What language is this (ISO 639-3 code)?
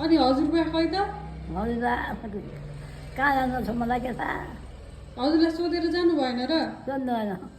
nep